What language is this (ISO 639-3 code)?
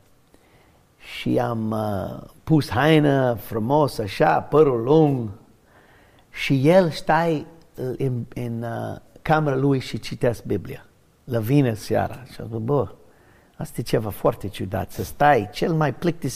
ron